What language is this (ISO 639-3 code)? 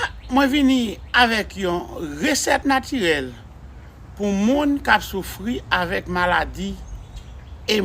hat